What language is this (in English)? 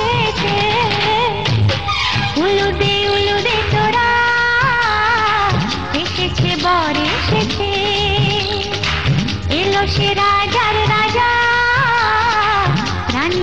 Bangla